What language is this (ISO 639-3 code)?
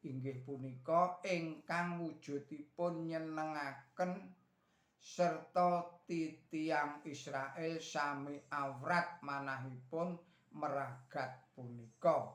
jav